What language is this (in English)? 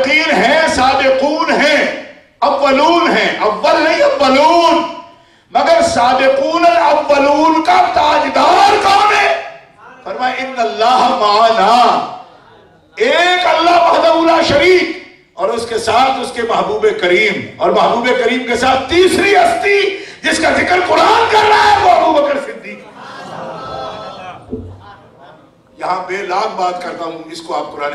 Urdu